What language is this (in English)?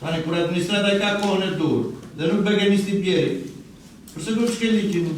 Albanian